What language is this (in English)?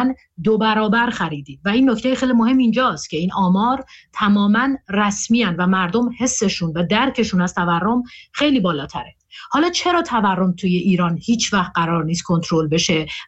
Persian